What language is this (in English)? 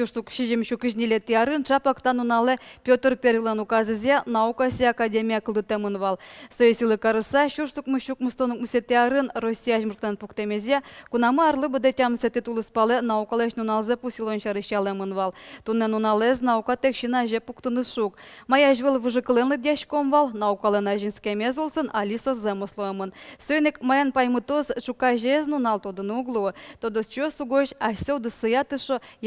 Udmurt